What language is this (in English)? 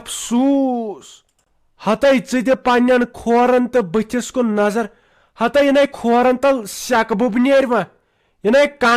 Kashmiri